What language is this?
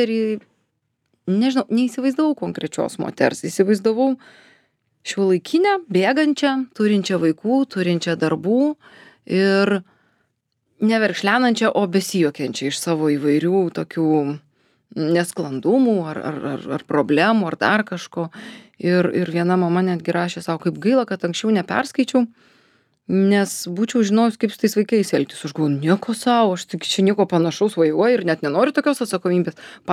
Lithuanian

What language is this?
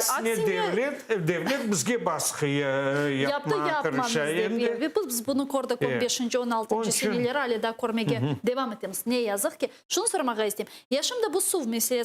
Crimean Tatar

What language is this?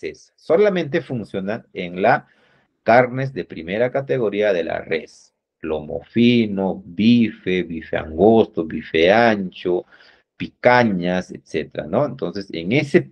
Spanish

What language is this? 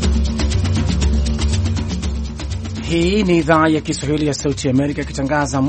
Swahili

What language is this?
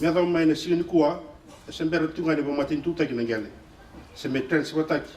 Fijian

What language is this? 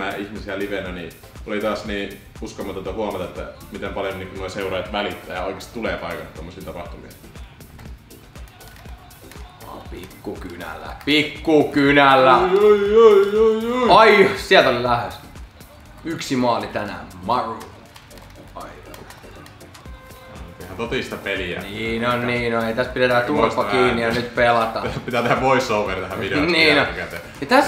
Finnish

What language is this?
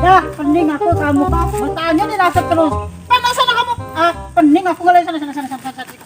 Musi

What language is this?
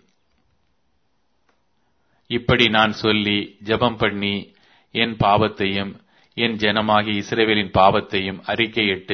Tamil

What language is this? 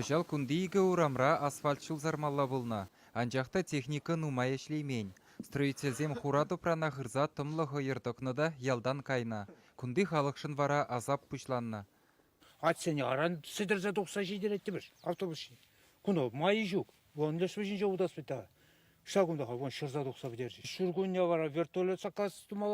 Chuvash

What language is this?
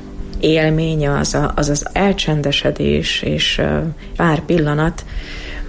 Hungarian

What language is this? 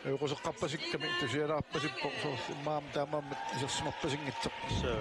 Kalaallisut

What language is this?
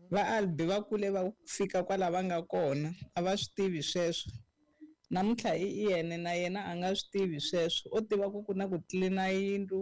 Tsonga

